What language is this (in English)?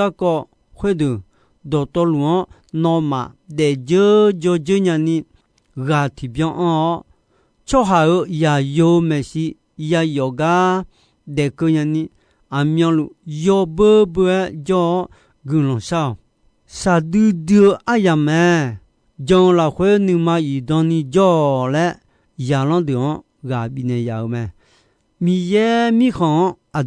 Akha